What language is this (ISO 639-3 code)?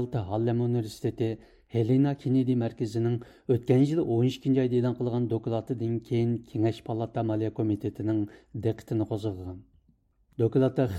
uig